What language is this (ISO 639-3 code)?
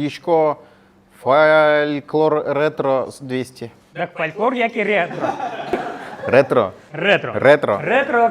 udm